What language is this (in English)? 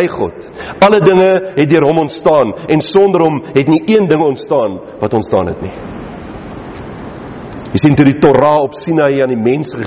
Afrikaans